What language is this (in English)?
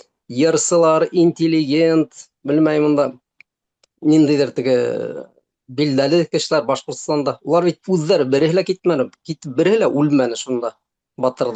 Bashkir